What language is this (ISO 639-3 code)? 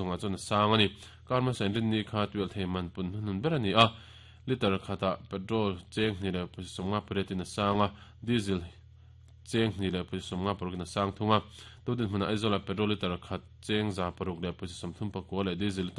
lus